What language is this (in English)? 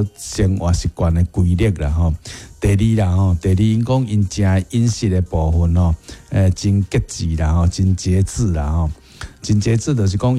Min Nan Chinese